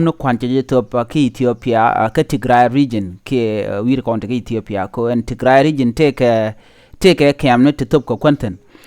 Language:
Nuer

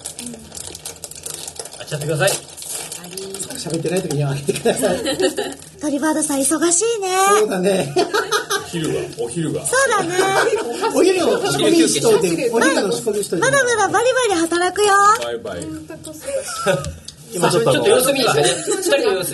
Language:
Japanese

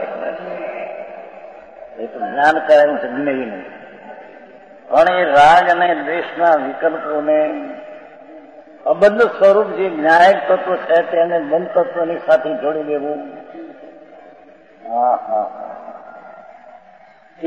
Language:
Gujarati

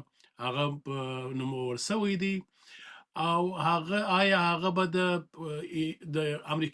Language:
Pashto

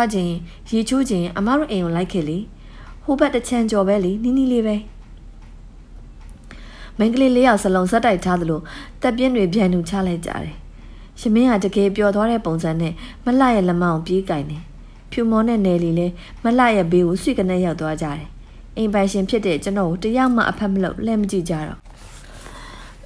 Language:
Burmese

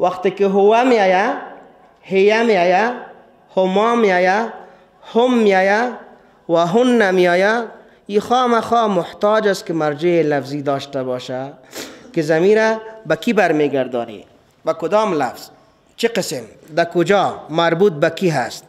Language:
Persian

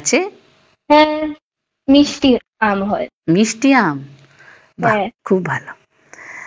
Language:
Bangla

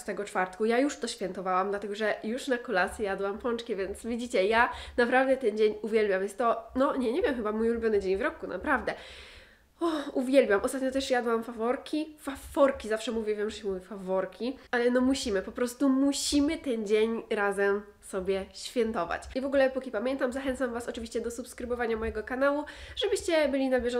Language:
Polish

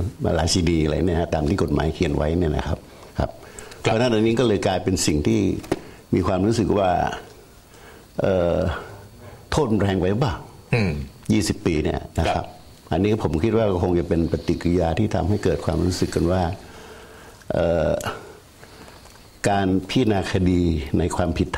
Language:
Thai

